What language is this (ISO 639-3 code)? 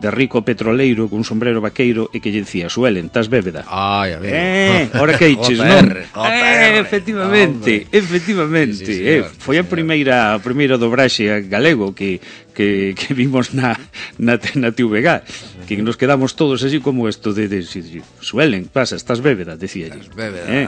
glg